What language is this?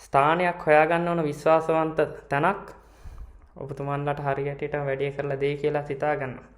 Sinhala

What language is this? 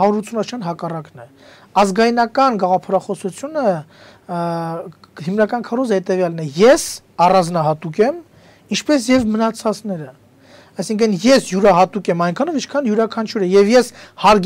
Armenian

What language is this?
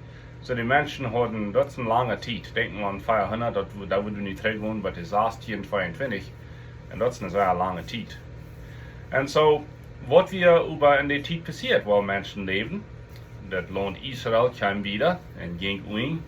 Plautdietsch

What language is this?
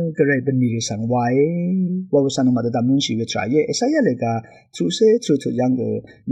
Rawang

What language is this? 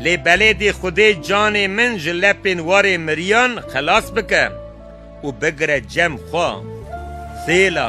Kurdish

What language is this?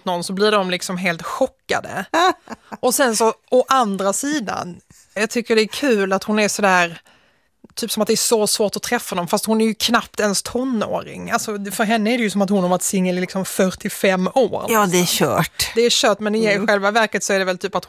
Swedish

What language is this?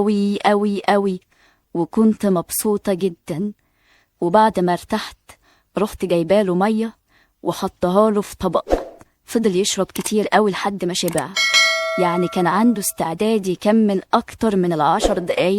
Egyptian Arabic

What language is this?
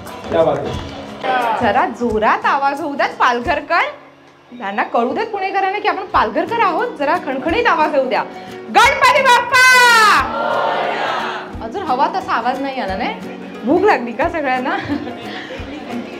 Marathi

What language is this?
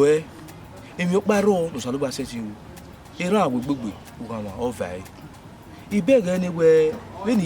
Bini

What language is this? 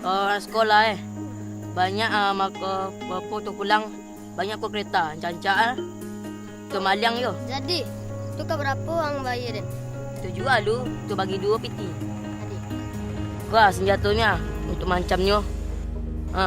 Minangkabau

